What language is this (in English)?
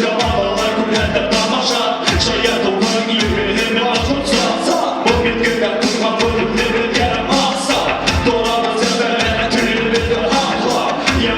Bashkir